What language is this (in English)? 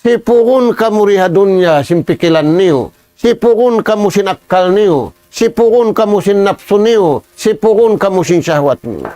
Tausug